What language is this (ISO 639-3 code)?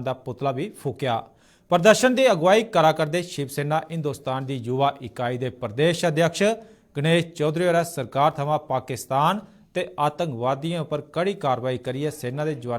doi